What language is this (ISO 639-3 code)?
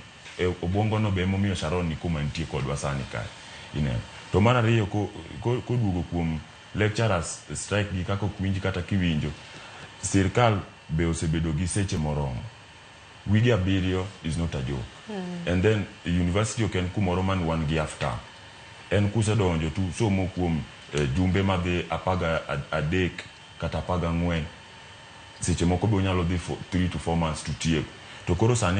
luo